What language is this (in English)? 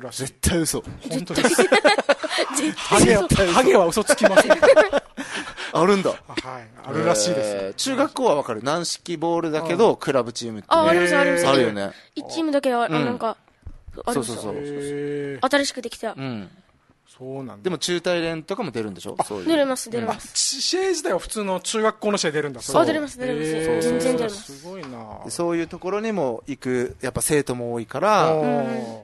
Japanese